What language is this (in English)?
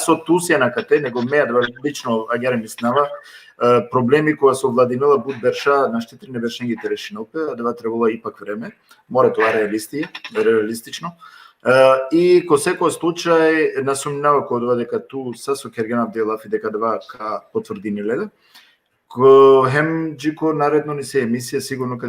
Balkan Romani